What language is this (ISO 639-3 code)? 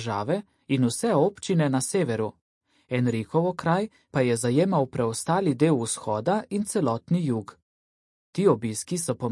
slv